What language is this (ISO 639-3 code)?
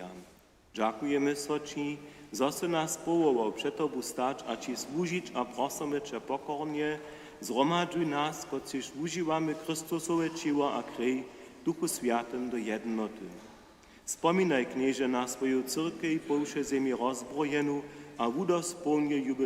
hsb